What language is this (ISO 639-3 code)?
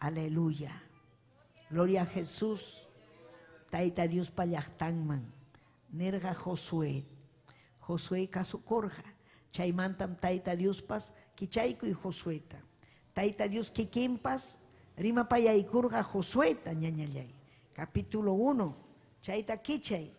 quy